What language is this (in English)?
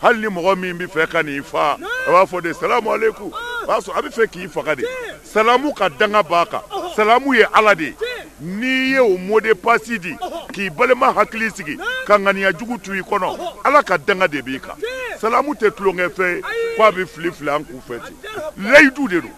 Bambara